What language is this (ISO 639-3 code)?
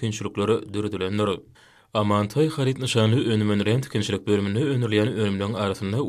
tuk